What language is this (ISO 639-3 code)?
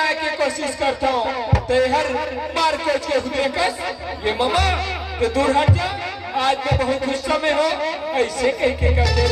hne